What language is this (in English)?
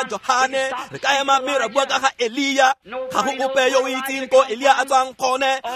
Tswana